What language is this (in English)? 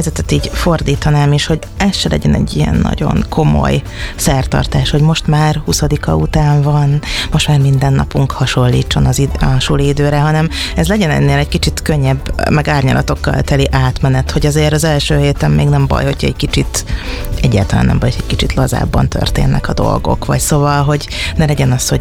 Hungarian